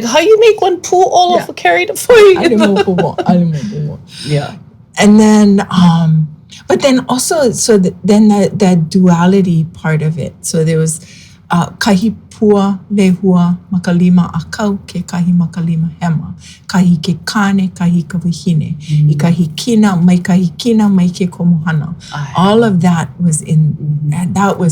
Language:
Hawaiian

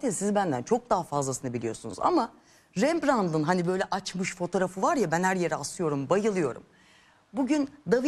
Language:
Turkish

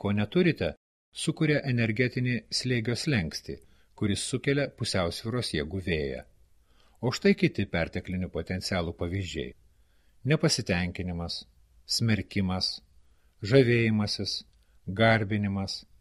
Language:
Lithuanian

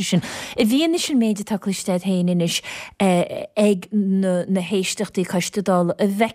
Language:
Irish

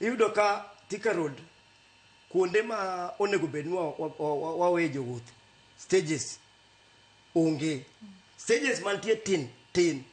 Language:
Luo (Kenya and Tanzania)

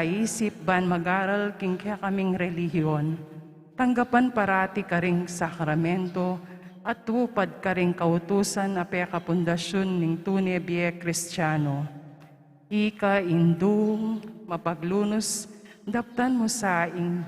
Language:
Pampanga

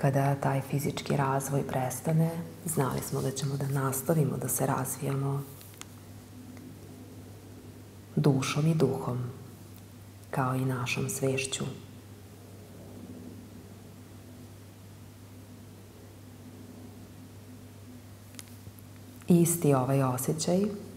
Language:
Serbian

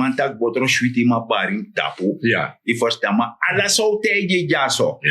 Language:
Sranan Tongo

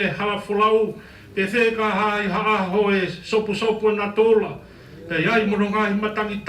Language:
Tongan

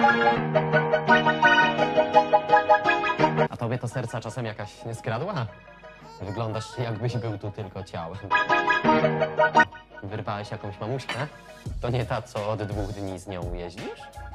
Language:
Polish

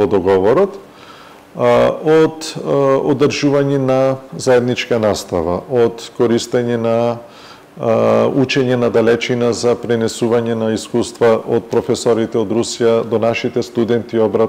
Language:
Macedonian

